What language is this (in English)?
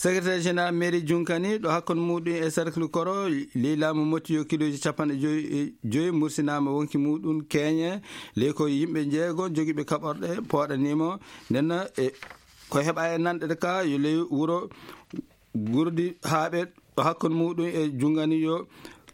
Maasina Fulfulde